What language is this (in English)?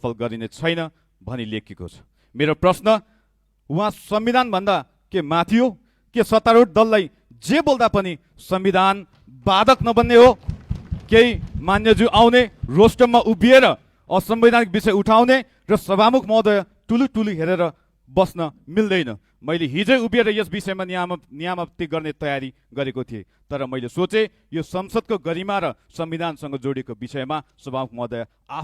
Nepali